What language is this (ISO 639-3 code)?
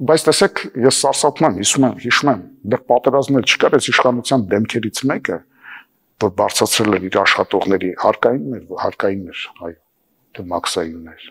hye